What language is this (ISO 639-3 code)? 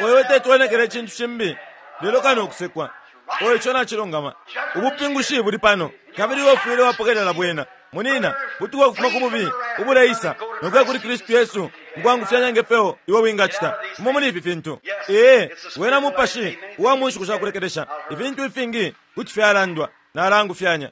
bem